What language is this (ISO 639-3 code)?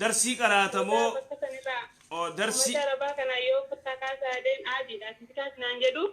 orm